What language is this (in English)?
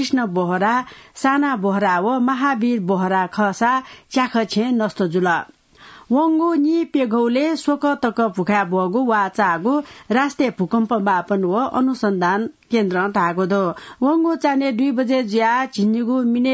Newari